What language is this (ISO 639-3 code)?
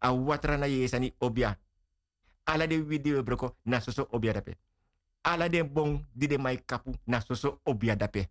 srn